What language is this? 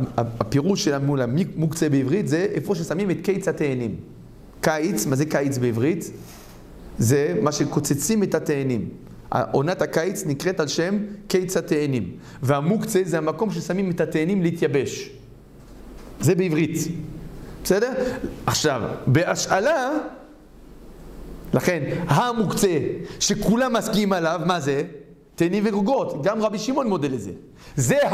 Hebrew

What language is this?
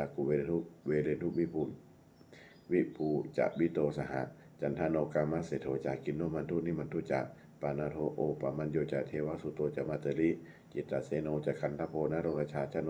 Pali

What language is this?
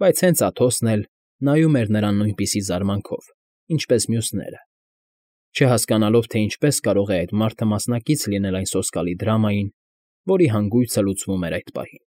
Armenian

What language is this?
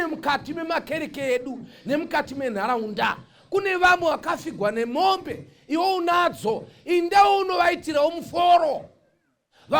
Shona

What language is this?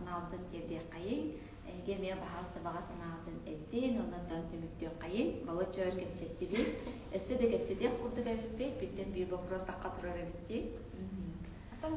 Yakut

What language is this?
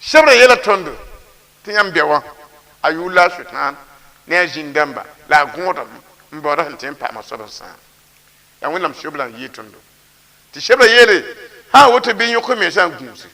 Mossi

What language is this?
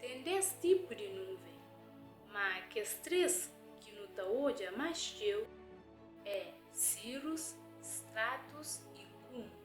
Kabuverdianu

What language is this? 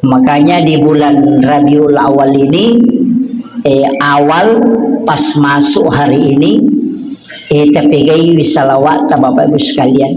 Buginese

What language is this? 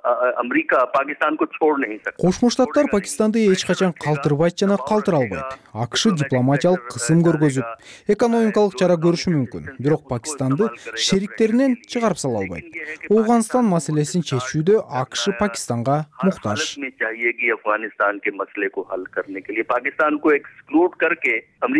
Kyrgyz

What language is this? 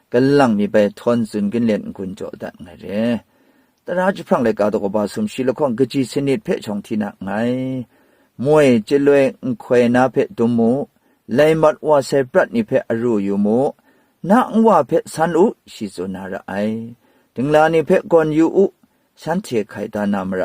Kachin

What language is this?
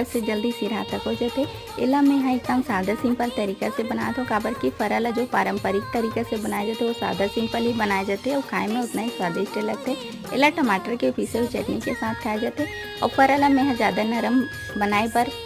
Chhattisgarhi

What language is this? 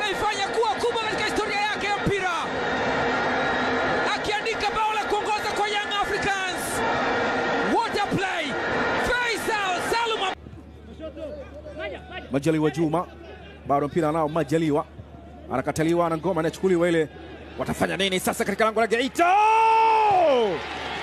Swahili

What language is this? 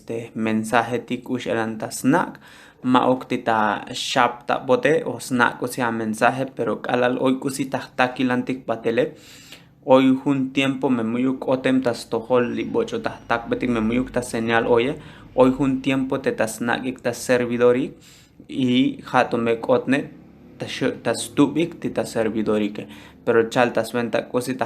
Tzotzil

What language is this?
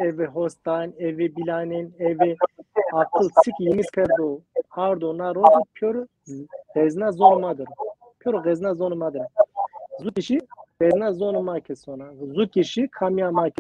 Zaza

